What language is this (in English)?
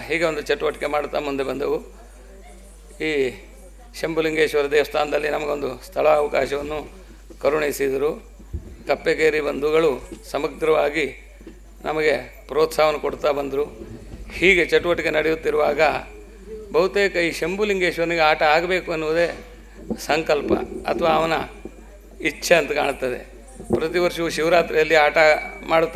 Kannada